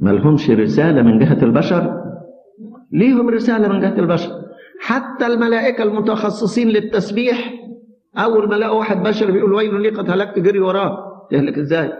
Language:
Egyptian Arabic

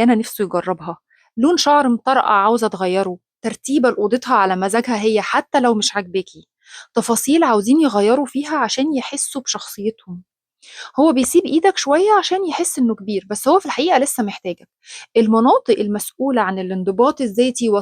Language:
Egyptian Arabic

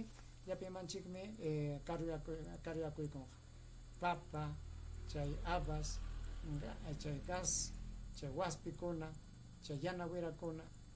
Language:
Ayacucho Quechua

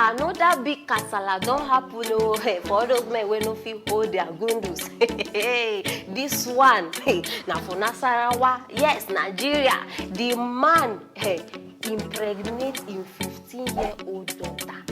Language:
Nigerian Pidgin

